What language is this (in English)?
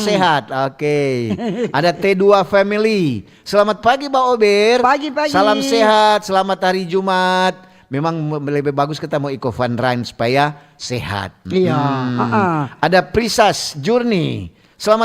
Manado Malay